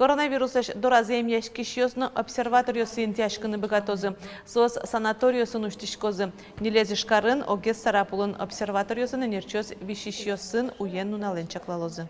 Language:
Udmurt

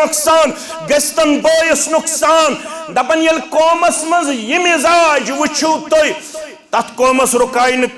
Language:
Kashmiri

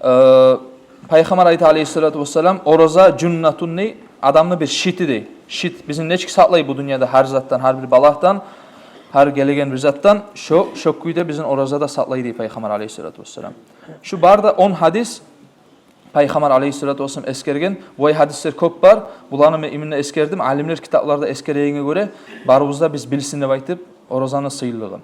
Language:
Kumyk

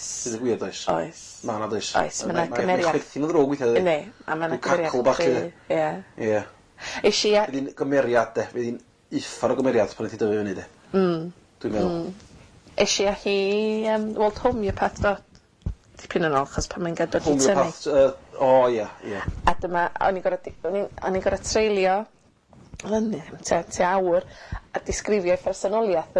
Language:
Welsh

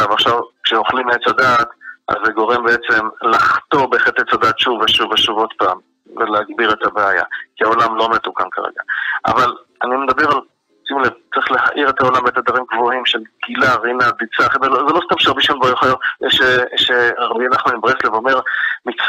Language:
Hebrew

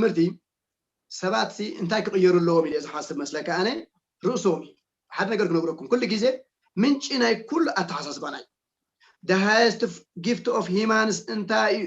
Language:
Tigrinya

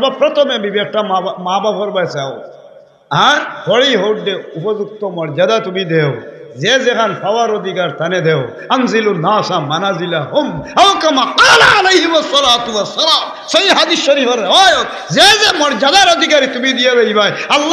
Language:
Sylheti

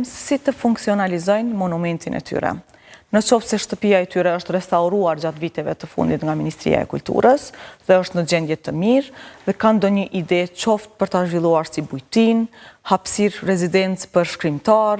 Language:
Albanian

